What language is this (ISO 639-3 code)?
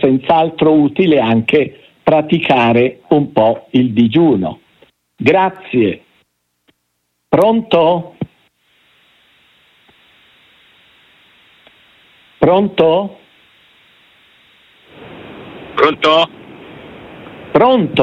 ita